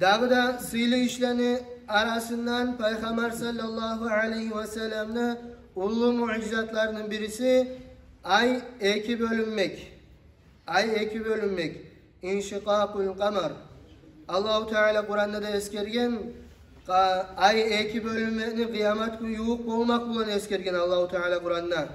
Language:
Kumyk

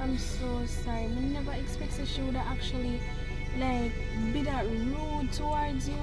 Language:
Jamaican Creole English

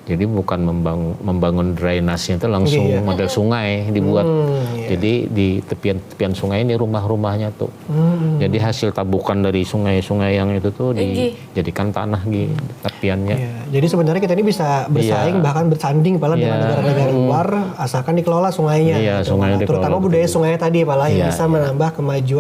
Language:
Banjar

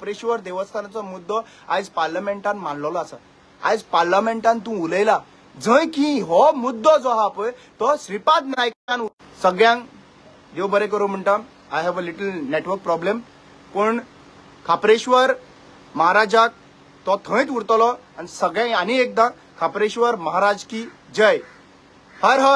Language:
Konkani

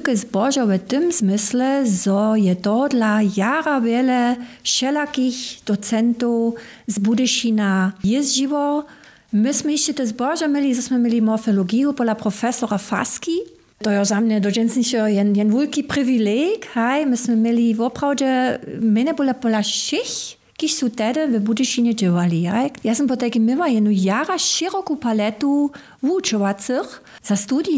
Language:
Upper Sorbian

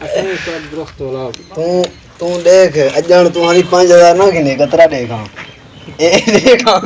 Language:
Saraiki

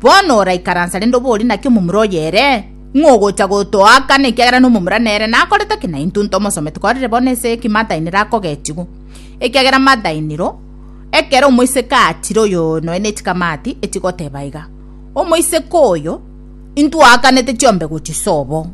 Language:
Gusii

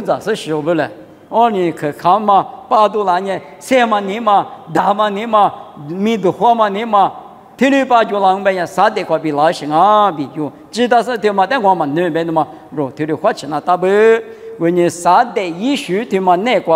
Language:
Lisu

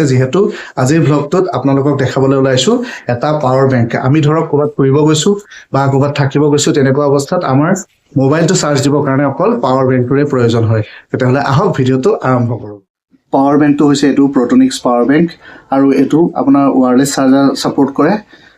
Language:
Assamese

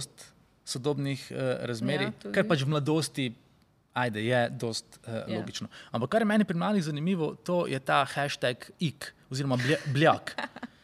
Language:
Slovenian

